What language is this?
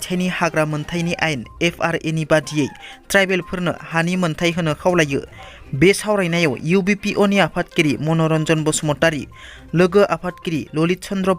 Bodo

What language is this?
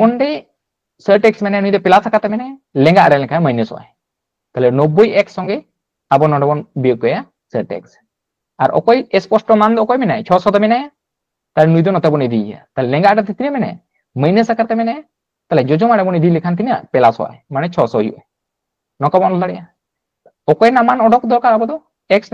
Santali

